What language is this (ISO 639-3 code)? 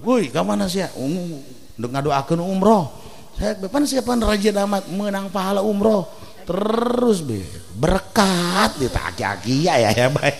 sun